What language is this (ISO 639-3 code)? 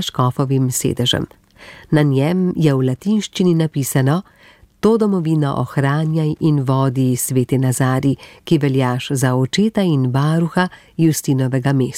slv